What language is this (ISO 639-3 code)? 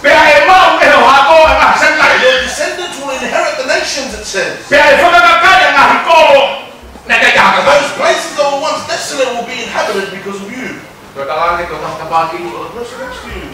ton